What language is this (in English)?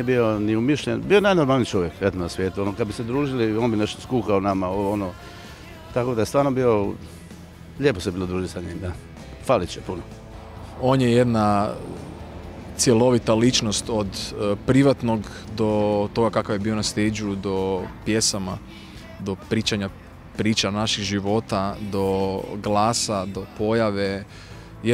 Croatian